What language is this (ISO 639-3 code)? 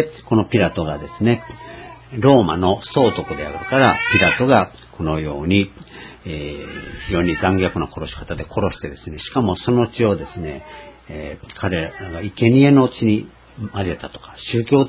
jpn